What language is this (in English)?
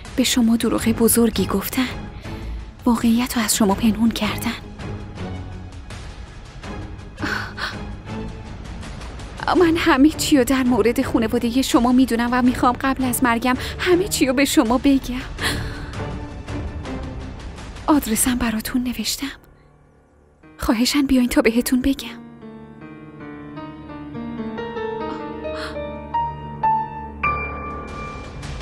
Persian